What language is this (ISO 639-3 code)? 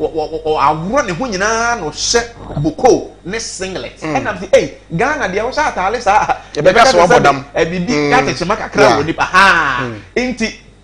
aka